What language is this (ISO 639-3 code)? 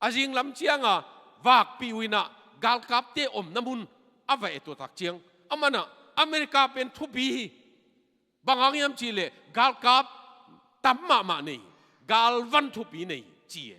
ctd